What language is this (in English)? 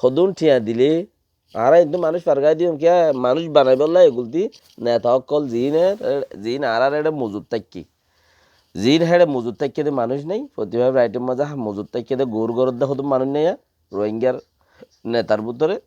Rohingya